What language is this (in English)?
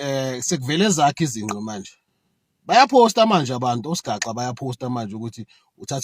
Zulu